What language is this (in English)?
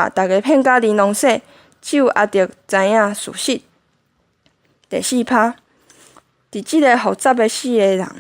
Min Nan Chinese